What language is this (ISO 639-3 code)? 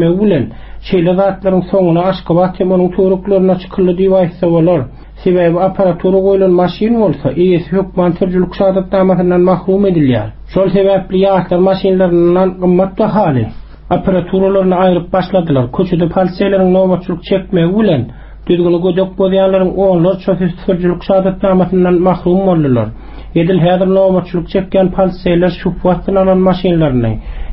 tuk